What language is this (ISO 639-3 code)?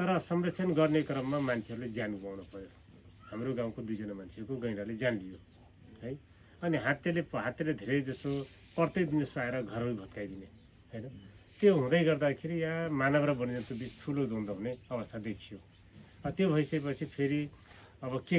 nep